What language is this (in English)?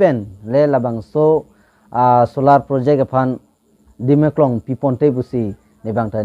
Karbi